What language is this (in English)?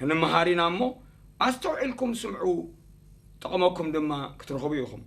Tigrinya